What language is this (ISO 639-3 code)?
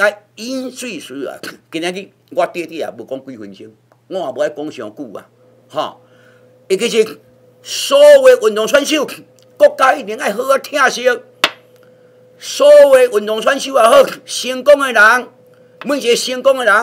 nan